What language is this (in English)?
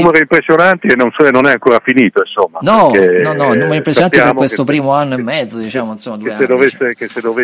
Italian